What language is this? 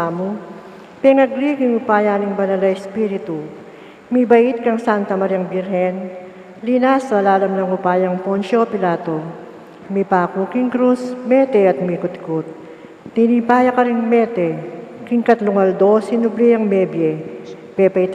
Pampanga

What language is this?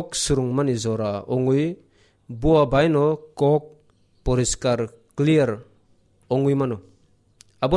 Kok Borok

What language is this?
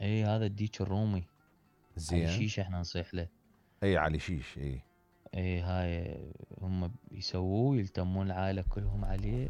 Mesopotamian Arabic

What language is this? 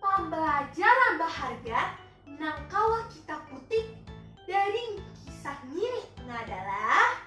Banjar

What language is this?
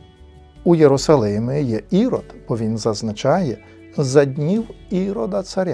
Ukrainian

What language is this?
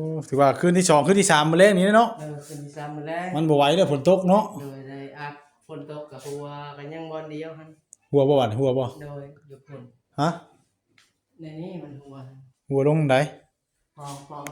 Northeastern Thai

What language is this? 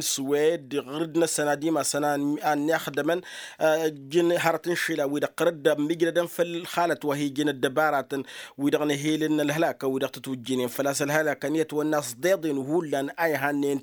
Tamasheq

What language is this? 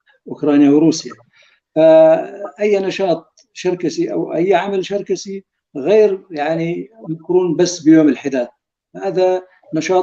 North Levantine Arabic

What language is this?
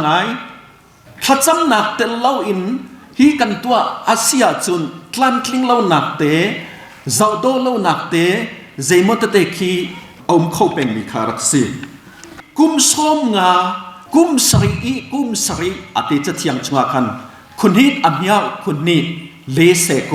Hakha Chin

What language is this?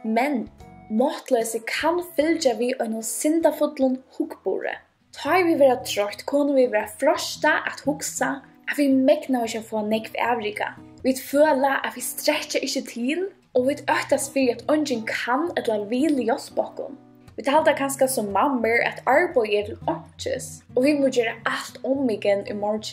Faroese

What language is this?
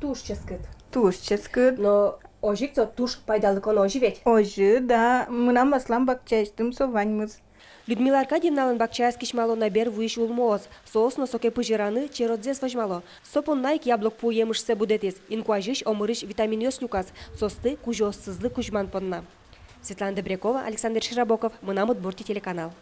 Udmurt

